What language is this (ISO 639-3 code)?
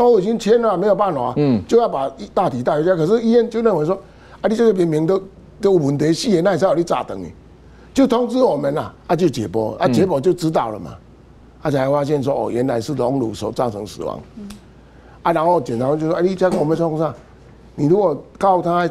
zho